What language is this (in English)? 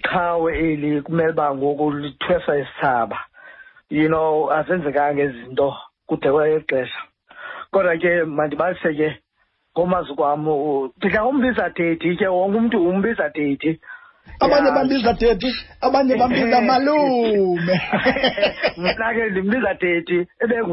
Xhosa